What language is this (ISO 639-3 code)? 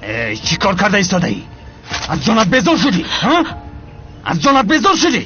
tgk